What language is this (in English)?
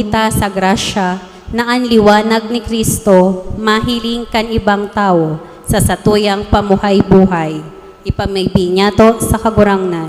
Bikol